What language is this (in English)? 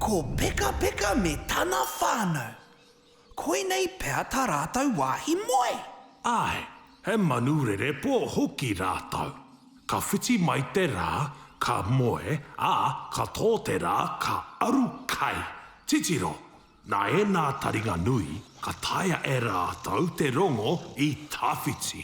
Māori